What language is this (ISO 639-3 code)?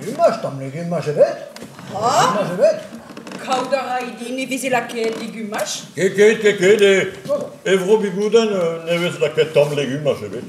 bre